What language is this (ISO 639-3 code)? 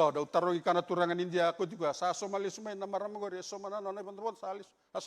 fij